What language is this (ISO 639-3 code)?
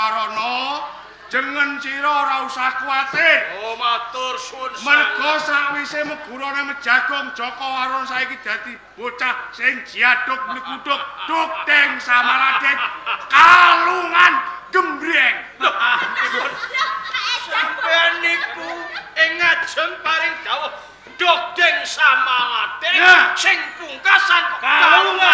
jav